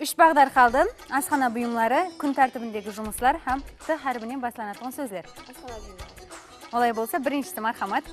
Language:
Kara-Kalpak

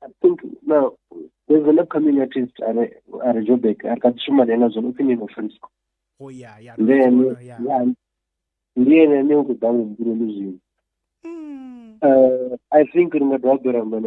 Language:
Venda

